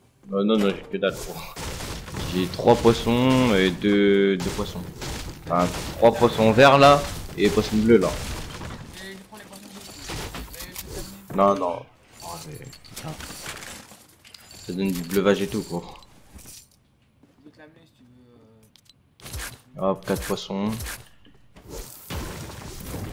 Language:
French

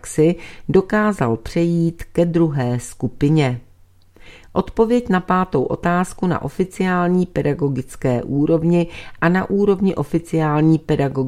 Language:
Czech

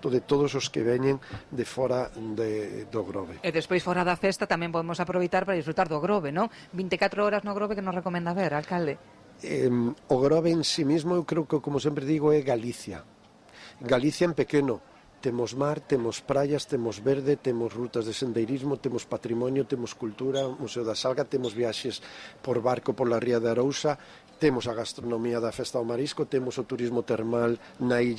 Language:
Galician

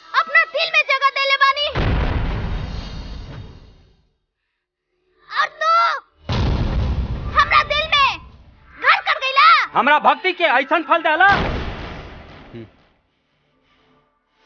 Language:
Bhojpuri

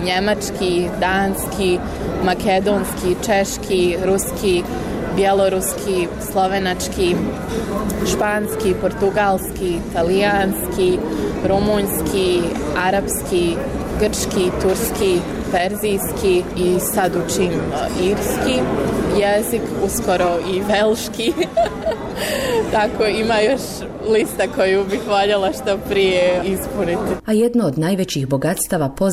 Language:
Bosnian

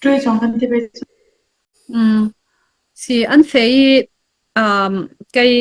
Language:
Falam Chin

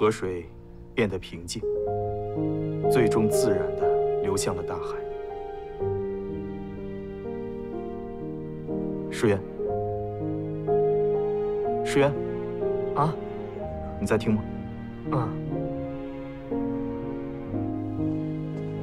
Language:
Chinese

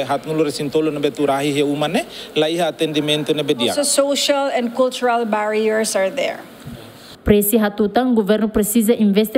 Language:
Tetum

